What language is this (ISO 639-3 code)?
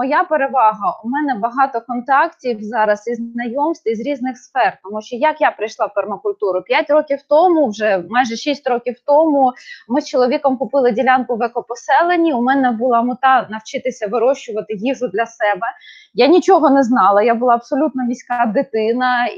ukr